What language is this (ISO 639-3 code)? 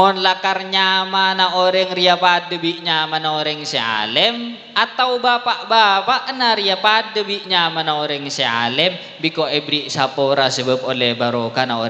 mad